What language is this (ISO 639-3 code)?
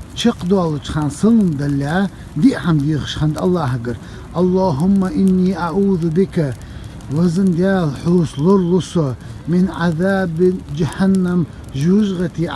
che